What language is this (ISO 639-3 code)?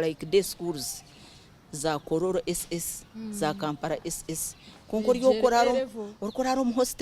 nyn